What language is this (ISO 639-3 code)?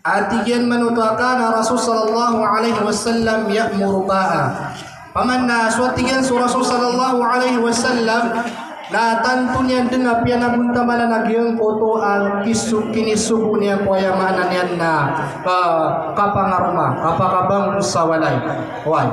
mrw